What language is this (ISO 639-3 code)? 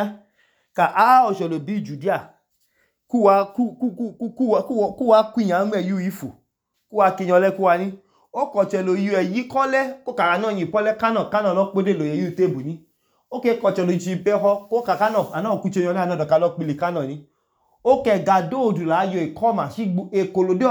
idu